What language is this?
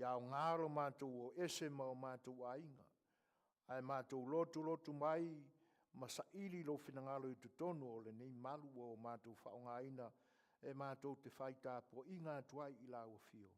Samoan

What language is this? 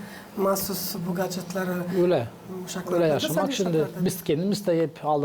Gagauz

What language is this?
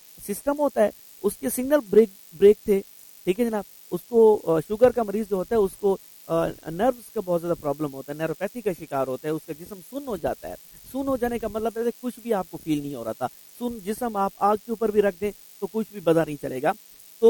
Urdu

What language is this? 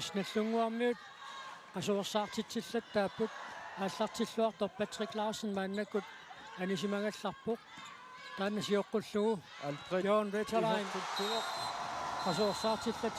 Kalaallisut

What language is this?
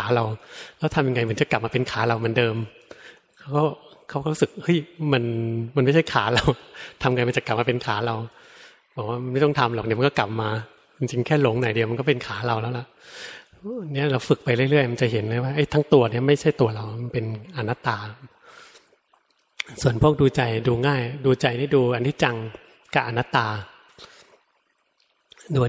Thai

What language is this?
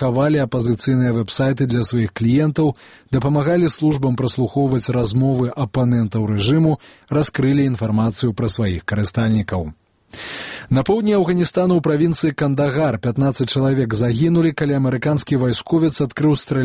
Belarusian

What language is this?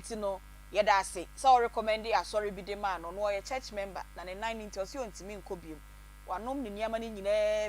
Akan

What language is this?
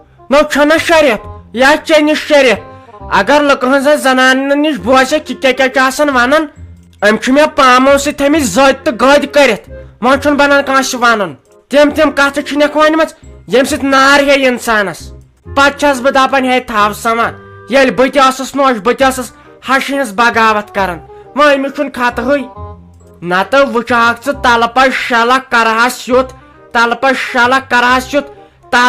Kashmiri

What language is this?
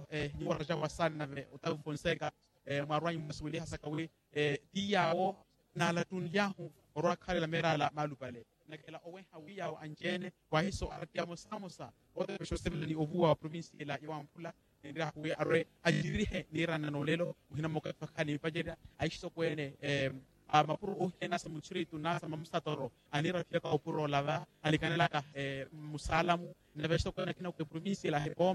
Makhuwa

